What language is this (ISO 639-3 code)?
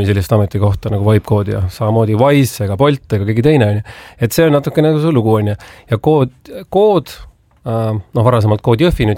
est